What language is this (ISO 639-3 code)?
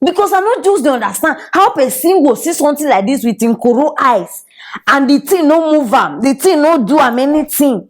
pcm